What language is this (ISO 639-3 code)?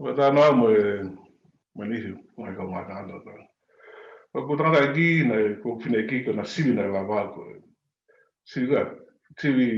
ton